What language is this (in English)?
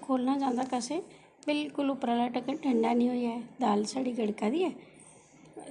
Dogri